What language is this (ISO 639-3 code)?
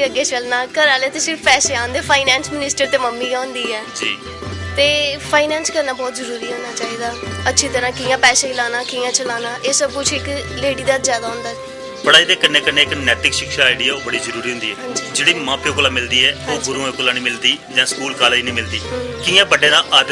doi